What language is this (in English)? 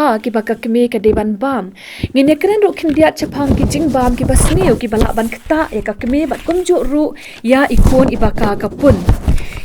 Khasi